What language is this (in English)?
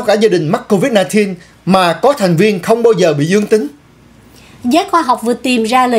Vietnamese